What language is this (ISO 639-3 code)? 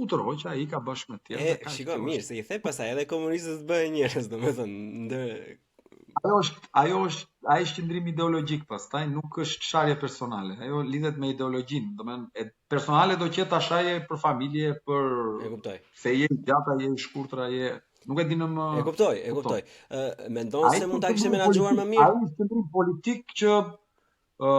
sqi